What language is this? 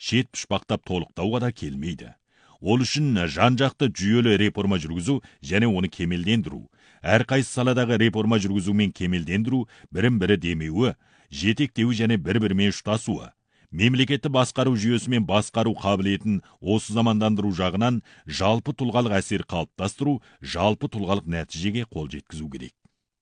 Kazakh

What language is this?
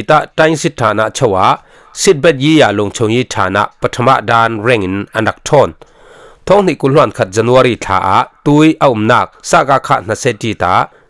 Falam Chin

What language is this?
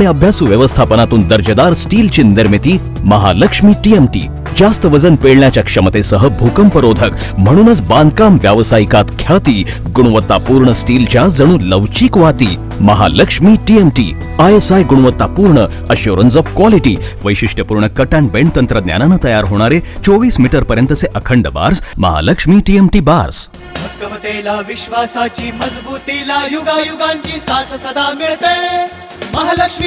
Marathi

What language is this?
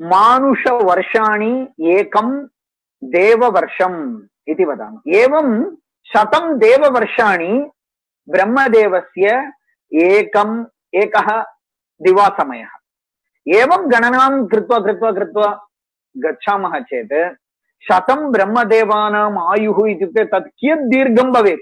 Sanskrit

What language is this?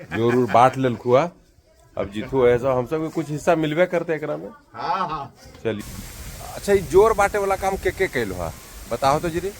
Magahi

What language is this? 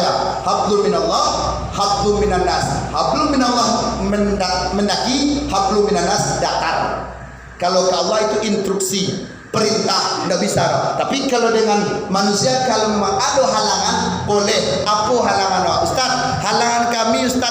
Minangkabau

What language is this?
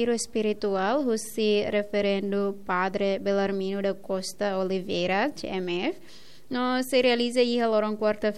Tetum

